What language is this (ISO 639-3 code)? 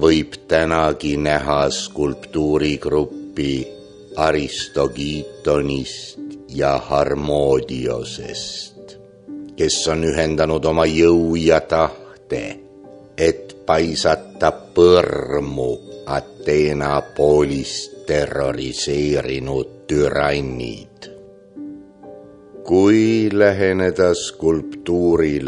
est